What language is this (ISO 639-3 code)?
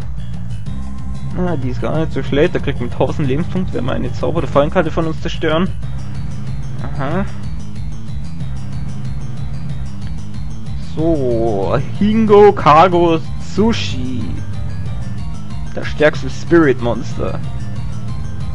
deu